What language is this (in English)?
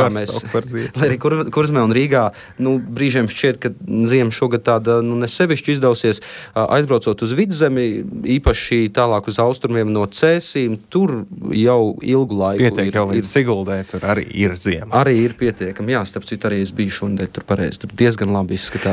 Latvian